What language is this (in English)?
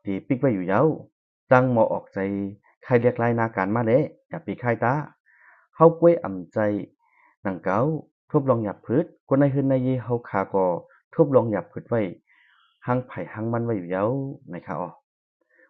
Lao